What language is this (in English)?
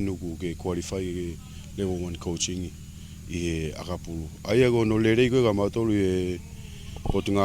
Tongan